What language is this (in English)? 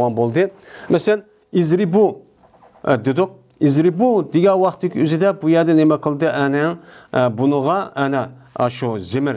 Uyghur